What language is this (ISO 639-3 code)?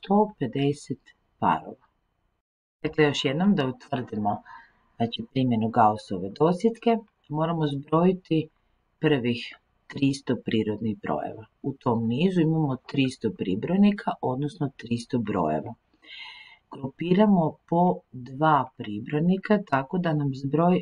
hrv